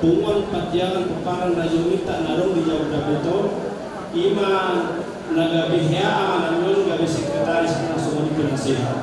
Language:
Batak Toba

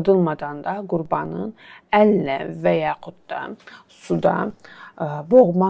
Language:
Azerbaijani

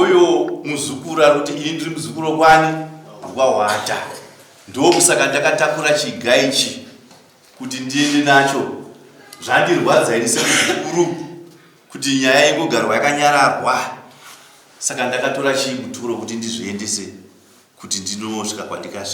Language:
Shona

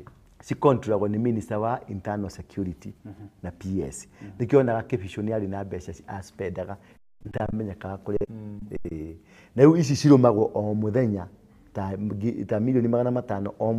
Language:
Kikuyu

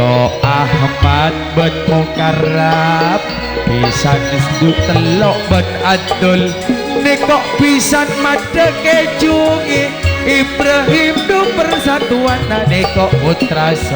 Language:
Madurese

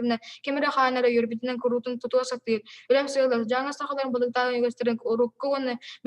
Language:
Yakut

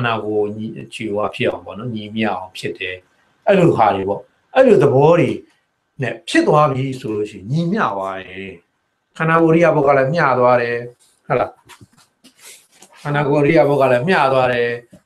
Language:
Burmese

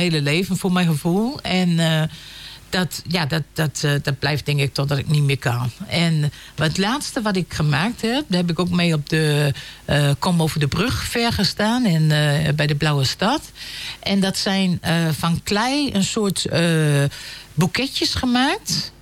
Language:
Dutch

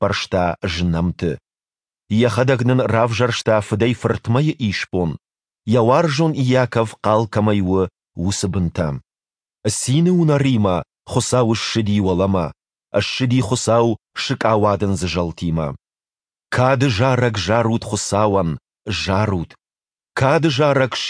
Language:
Ossetic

